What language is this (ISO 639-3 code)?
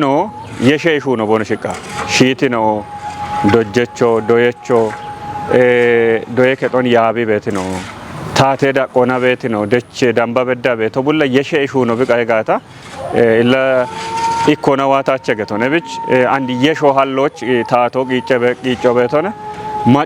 kbr